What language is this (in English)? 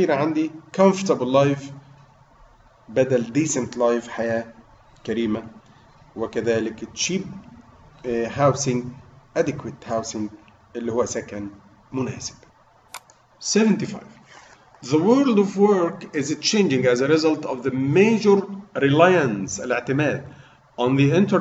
Egyptian Arabic